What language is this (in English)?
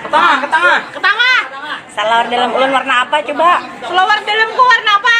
Banjar